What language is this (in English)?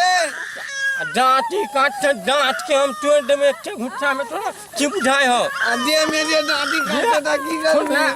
Maithili